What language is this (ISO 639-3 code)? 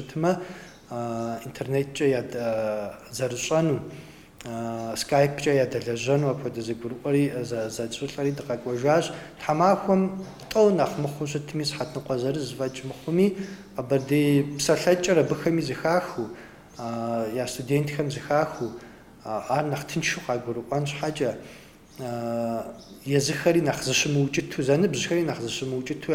kbd